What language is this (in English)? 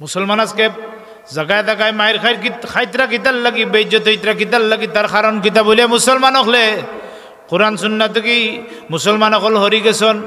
Sylheti